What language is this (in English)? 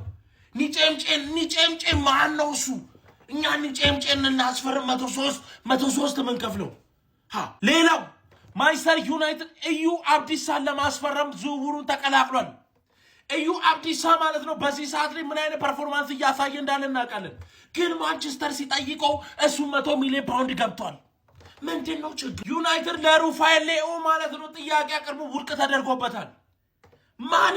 Amharic